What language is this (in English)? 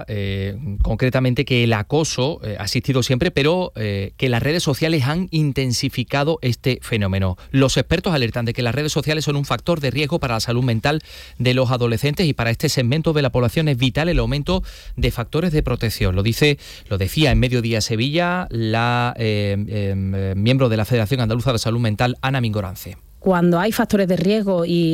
Spanish